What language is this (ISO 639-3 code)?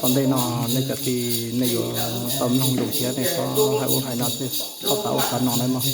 hmn